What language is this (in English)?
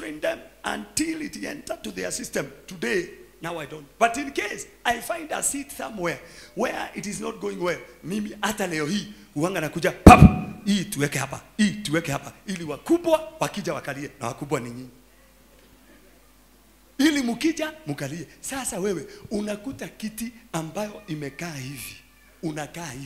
Swahili